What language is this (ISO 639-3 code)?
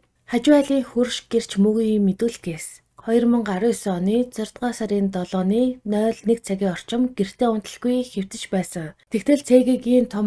mon